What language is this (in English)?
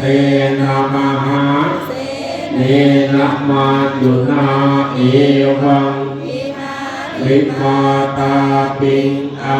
Pali